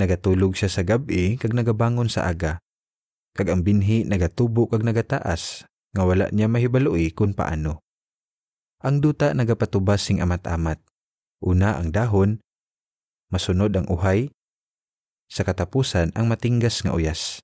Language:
Hiligaynon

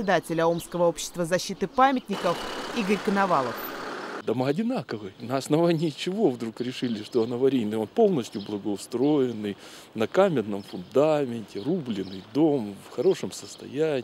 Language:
Russian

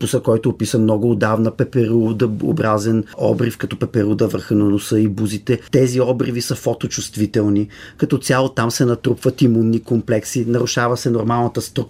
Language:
Bulgarian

